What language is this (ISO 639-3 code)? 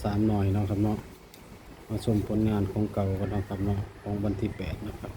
tts